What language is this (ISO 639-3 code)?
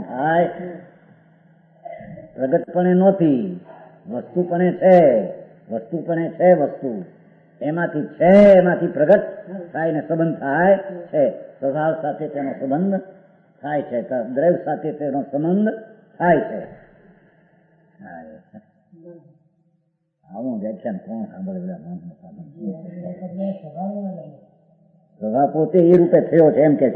guj